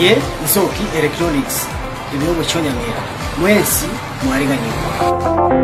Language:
Gusii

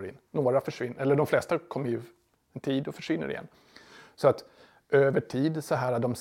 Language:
Swedish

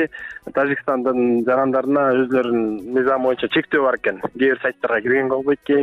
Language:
Kyrgyz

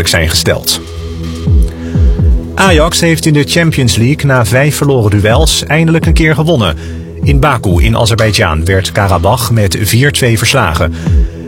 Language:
Dutch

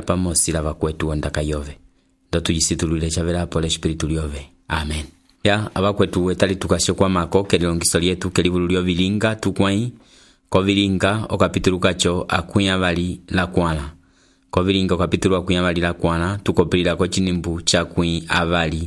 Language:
Umbundu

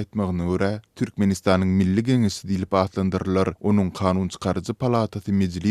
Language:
Turkmen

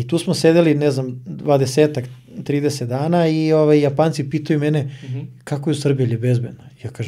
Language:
Serbian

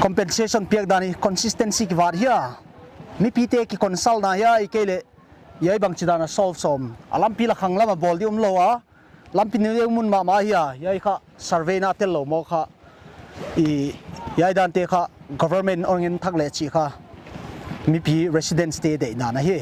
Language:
Paite Chin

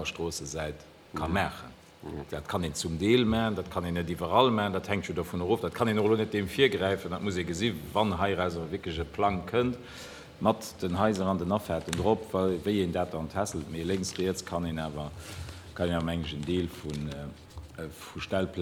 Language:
Luxembourgish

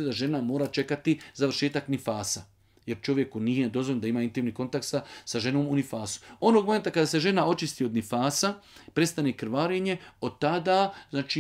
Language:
Bosnian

